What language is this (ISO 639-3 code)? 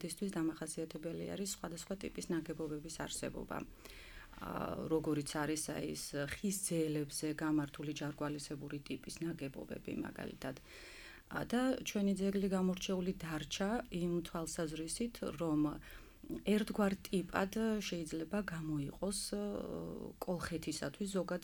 kat